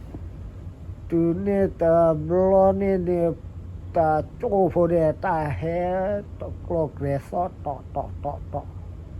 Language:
S'gaw Karen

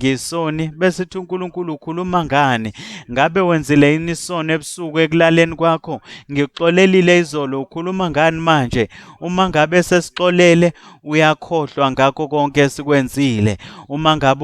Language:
Zulu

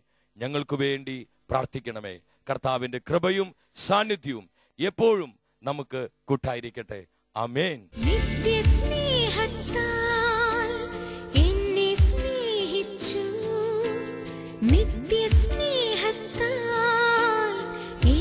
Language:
Malayalam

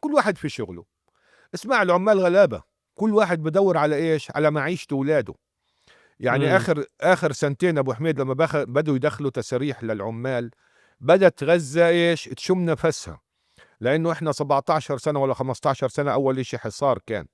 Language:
North Levantine Arabic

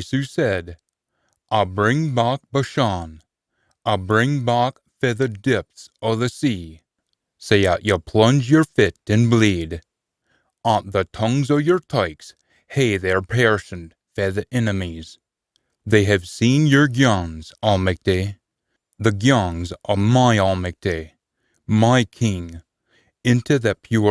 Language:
Scots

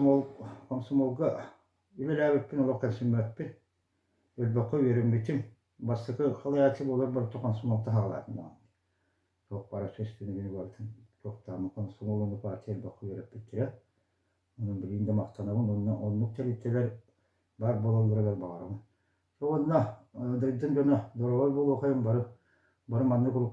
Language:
Yakut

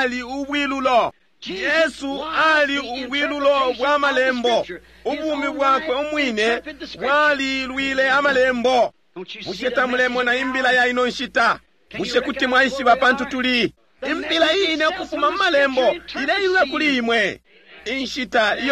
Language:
Bemba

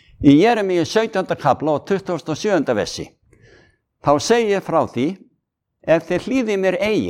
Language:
Icelandic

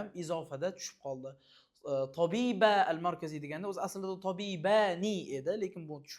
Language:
Uzbek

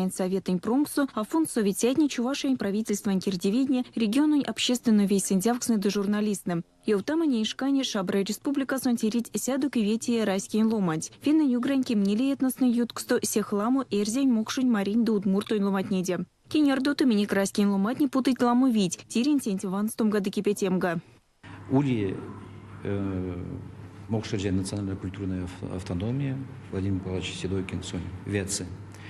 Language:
Erzya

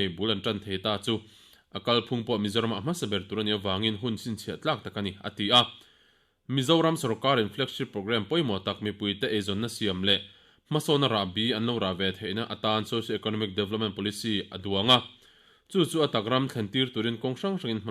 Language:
Mizo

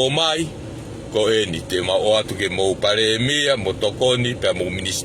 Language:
Tongan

